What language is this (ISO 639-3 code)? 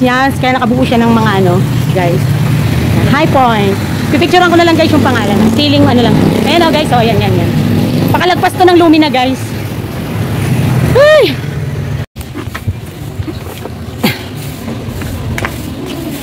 fil